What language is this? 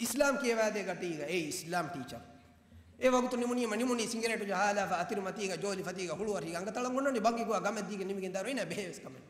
Divehi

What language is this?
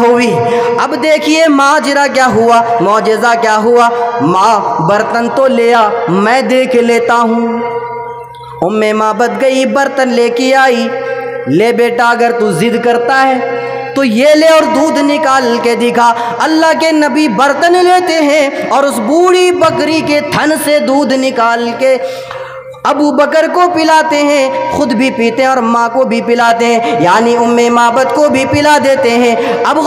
Urdu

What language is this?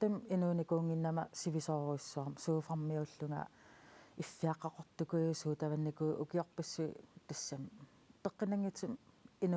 Kalaallisut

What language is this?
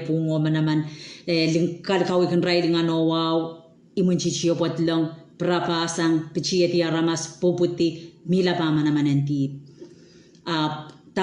Pohnpeian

